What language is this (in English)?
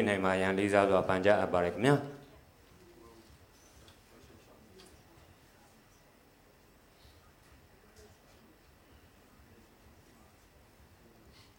Burmese